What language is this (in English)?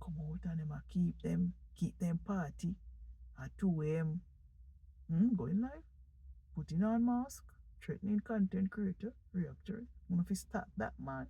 Jamaican Creole English